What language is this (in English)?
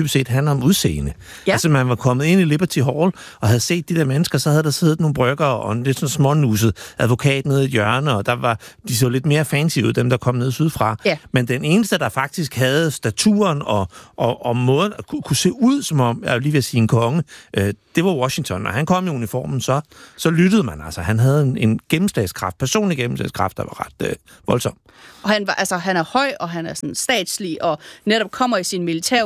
Danish